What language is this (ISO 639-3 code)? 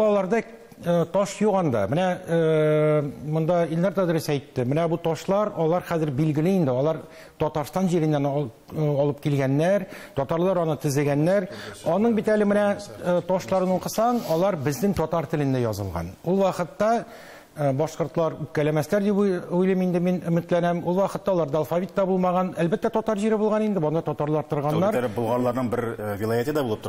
tat